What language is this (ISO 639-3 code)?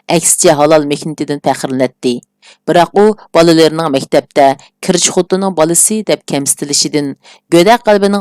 uig